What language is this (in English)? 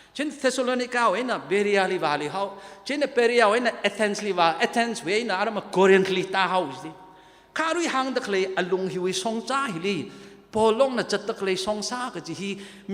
Tangkhul Naga (India)